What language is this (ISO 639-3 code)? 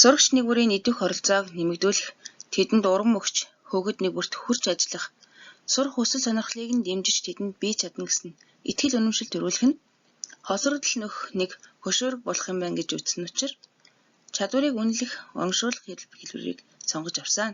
mon